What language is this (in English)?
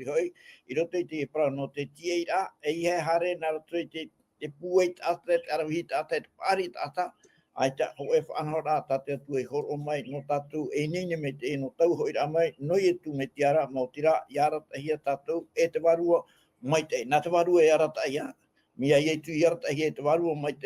Tahitian